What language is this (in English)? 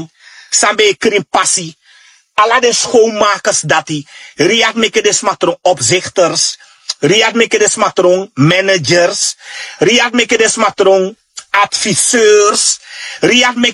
Sranan Tongo